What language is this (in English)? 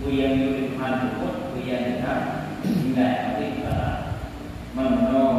Achinese